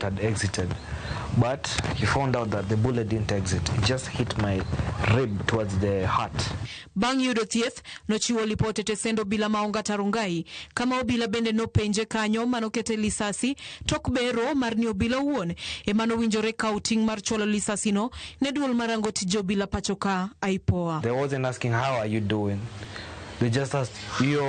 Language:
Luo (Kenya and Tanzania)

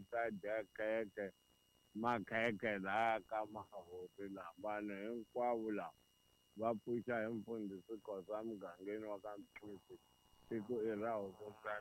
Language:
Tsonga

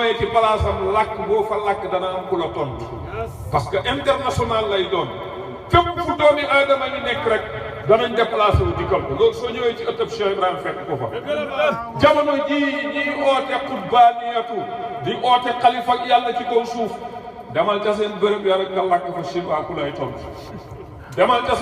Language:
Wolof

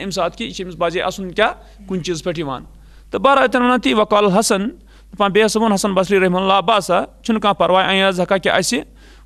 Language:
Kashmiri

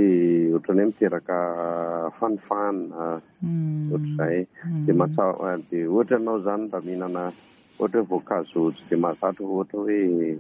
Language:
Malagasy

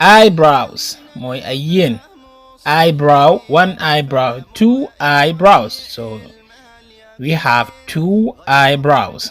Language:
Wolof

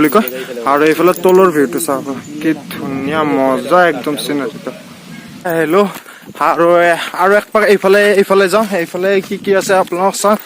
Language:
Assamese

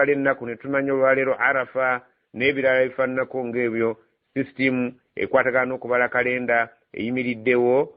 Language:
Ganda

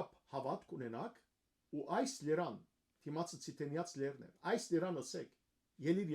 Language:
Western Armenian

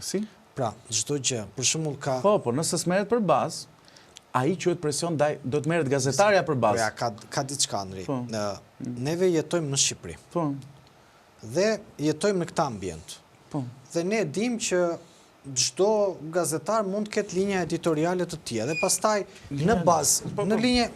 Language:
Albanian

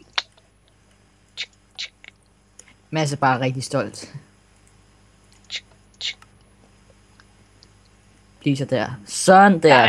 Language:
Danish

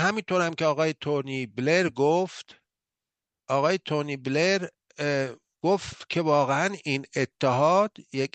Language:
Persian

